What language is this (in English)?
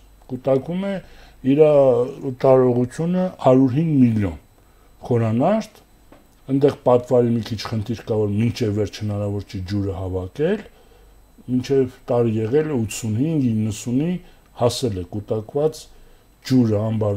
Armenian